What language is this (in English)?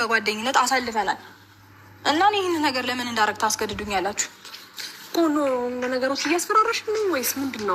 Amharic